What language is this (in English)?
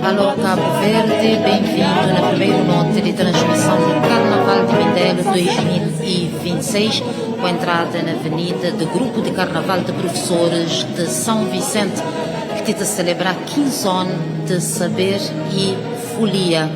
Kabuverdianu